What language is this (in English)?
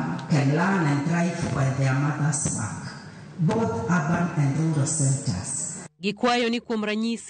Luo (Kenya and Tanzania)